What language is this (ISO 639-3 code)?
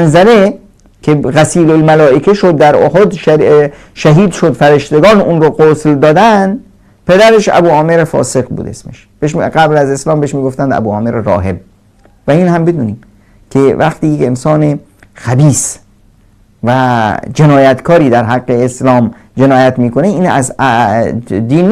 fas